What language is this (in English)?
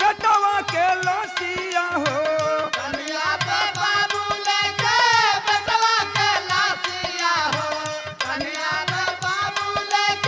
Bhojpuri